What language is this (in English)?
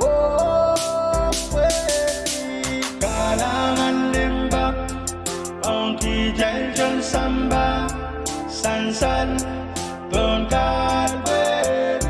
Pohnpeian